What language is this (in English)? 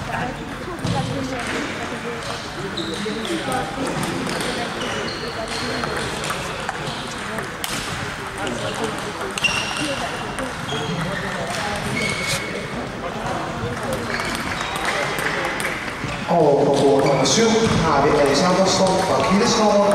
Danish